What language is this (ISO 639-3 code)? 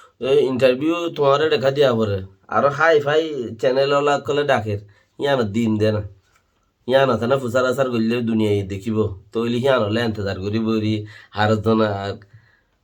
rhg